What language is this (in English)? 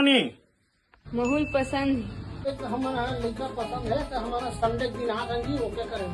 Chhattisgarhi